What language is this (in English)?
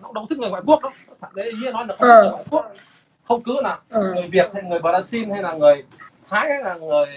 Vietnamese